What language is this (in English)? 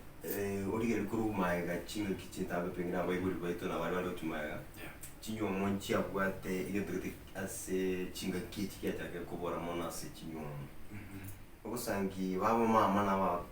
Gusii